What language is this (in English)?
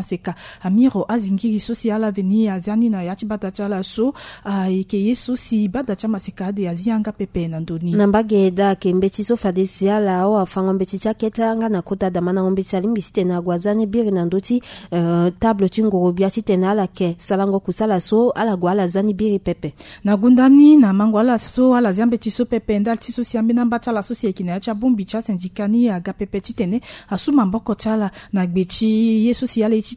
Sango